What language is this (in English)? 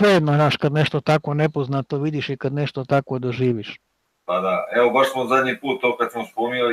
Croatian